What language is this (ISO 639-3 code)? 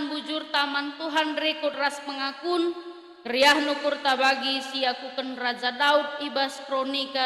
btx